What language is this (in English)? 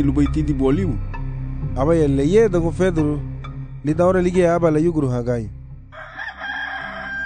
Garifuna